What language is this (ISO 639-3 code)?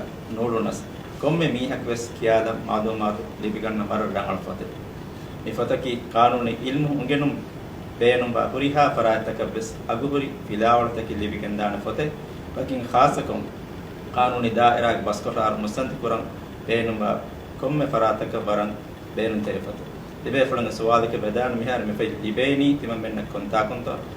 div